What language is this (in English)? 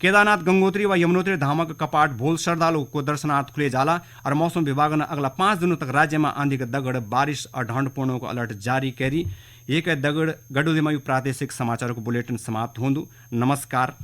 Garhwali